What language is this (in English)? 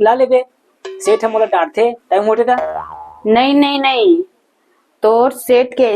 Chhattisgarhi